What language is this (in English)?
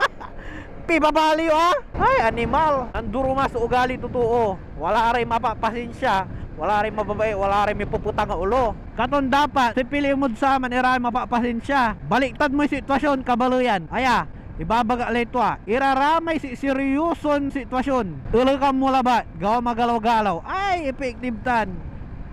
Pangasinan